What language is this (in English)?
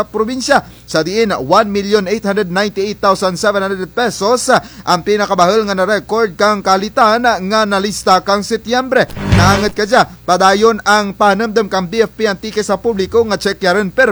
Kinaray-a